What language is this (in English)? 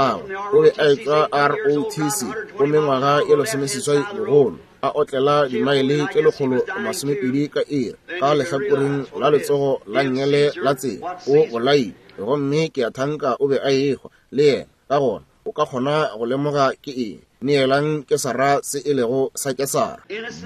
Northern Sotho